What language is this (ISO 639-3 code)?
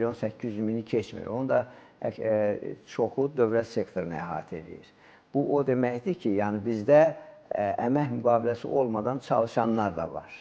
aze